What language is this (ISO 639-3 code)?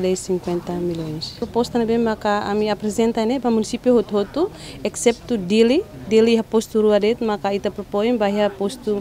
tet